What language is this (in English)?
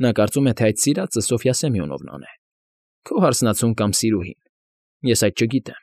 Armenian